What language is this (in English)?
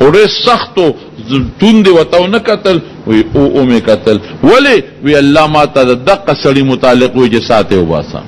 Pashto